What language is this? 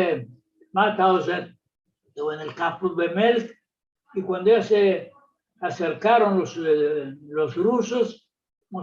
Ladino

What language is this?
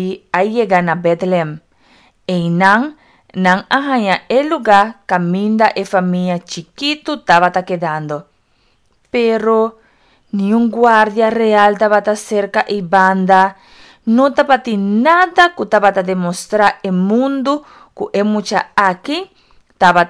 Papiamento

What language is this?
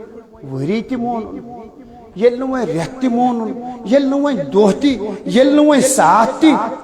Kashmiri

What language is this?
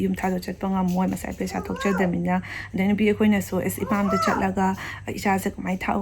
Manipuri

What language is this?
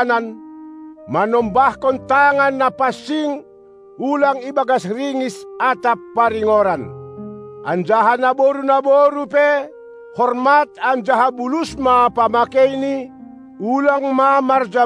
Batak Simalungun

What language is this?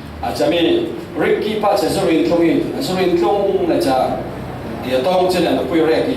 Falam Chin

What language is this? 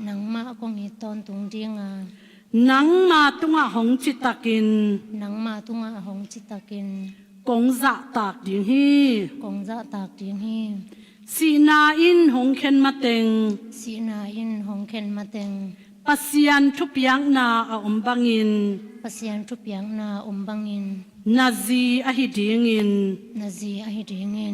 Tedim Chin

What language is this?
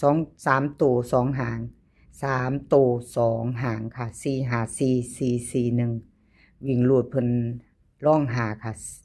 Lao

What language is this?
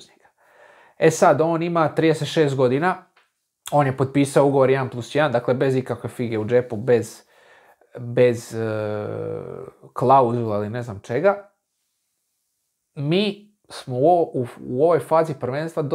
Croatian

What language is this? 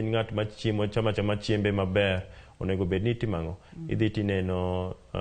Luo (Kenya and Tanzania)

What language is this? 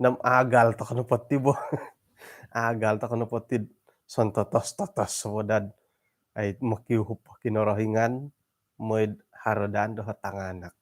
Central Dusun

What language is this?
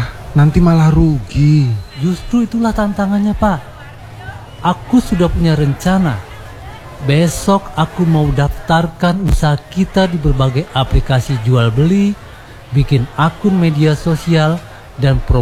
Indonesian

